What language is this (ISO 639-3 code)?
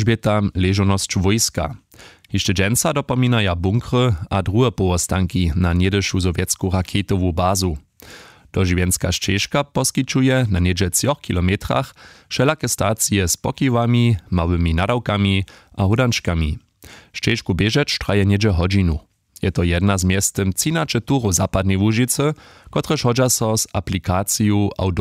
hsb